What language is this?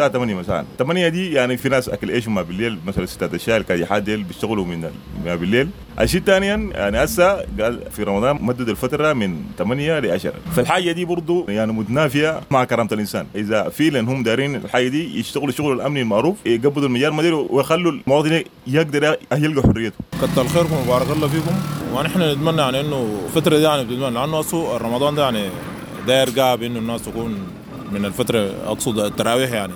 Sudanese Arabic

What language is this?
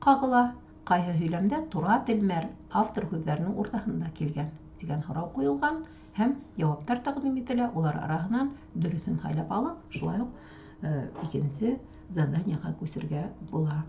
Bashkir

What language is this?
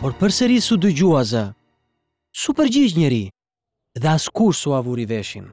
Albanian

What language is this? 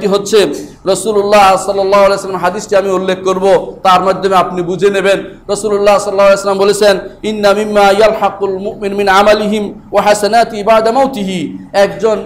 Bangla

